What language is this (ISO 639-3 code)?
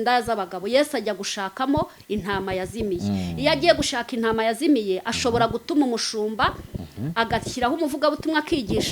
kin